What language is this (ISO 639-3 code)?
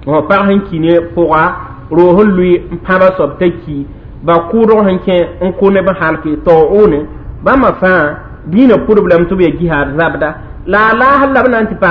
mos